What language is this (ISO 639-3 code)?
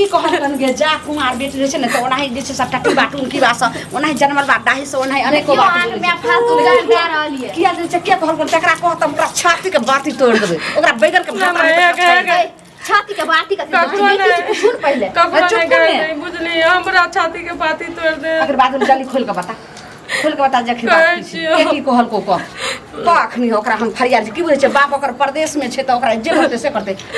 mai